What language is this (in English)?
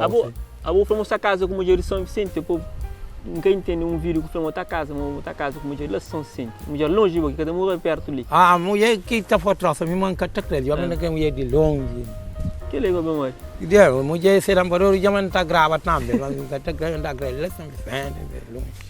Kabuverdianu